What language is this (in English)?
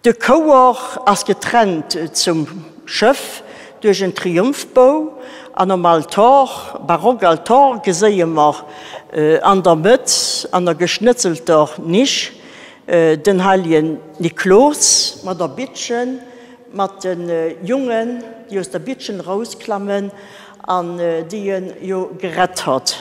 Luxembourgish